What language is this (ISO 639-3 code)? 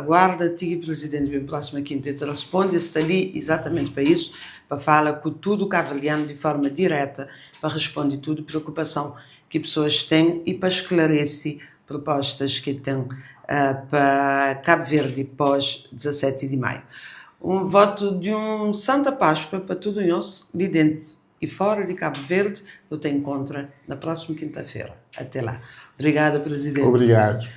kea